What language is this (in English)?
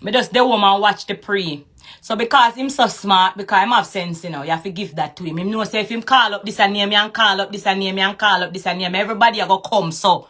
Jamaican Creole English